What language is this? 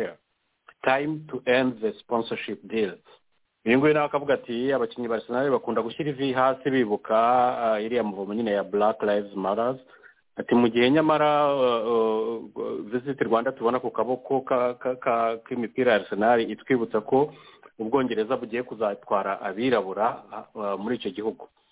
Kinyarwanda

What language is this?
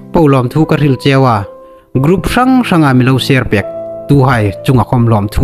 Hmar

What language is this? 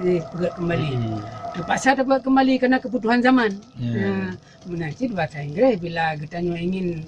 Achinese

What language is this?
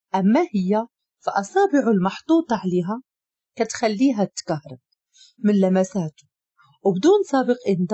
Moroccan Arabic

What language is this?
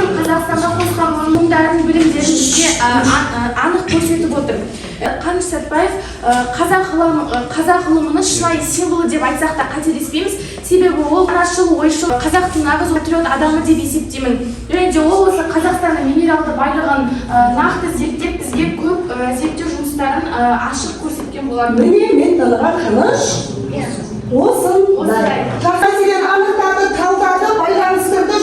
Kazakh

